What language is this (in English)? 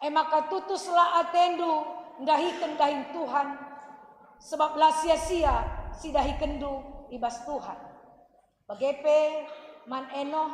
Batak Karo